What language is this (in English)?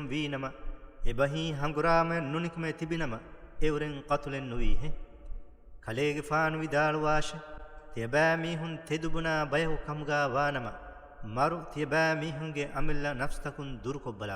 Divehi